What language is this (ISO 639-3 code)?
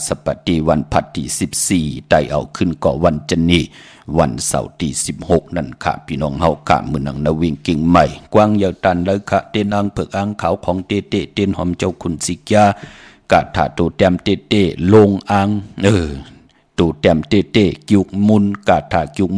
shn